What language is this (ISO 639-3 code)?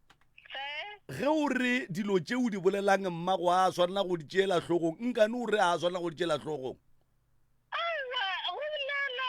nso